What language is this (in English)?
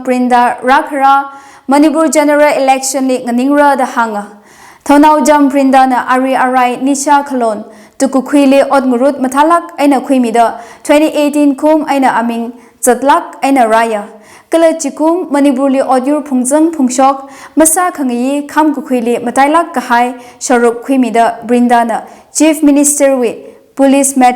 Tangkhul Naga (India)